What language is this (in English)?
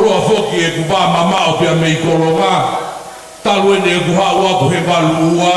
Tongan